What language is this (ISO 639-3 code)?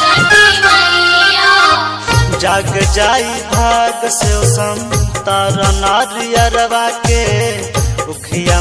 bho